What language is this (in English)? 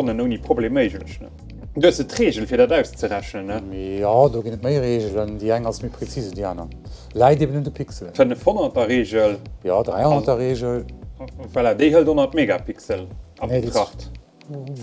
Luxembourgish